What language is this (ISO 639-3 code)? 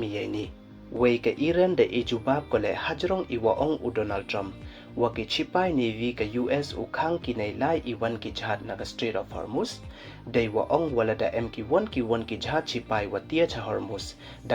pbv